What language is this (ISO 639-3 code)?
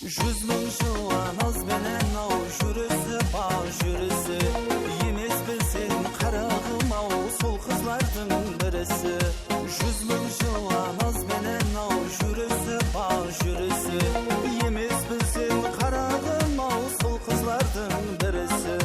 kaa